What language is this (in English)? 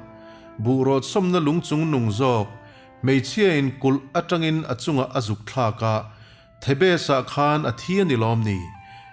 Mizo